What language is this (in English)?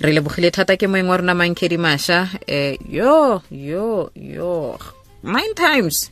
Tswana